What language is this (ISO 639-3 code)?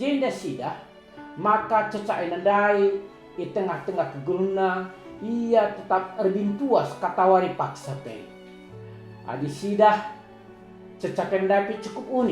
btx